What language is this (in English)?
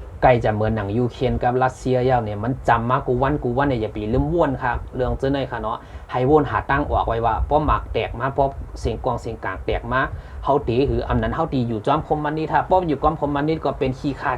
Shan